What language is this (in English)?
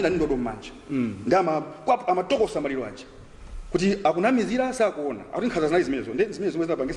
Nyanja